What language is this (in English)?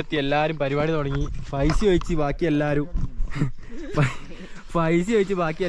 Malayalam